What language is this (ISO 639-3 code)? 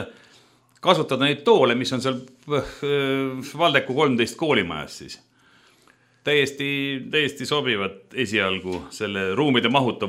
est